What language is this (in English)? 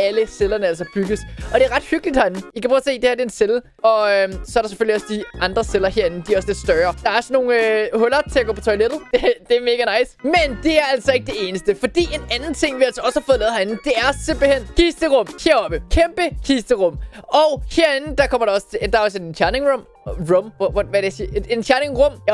Danish